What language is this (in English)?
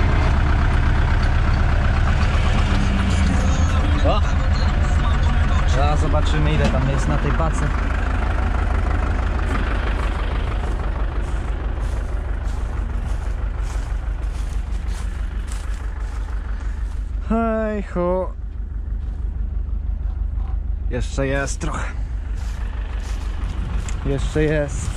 Polish